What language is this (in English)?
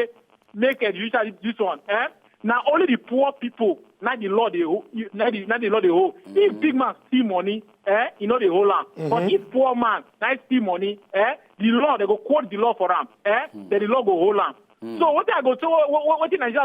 Nigerian Pidgin